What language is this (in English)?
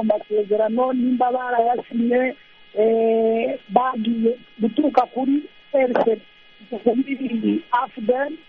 Kinyarwanda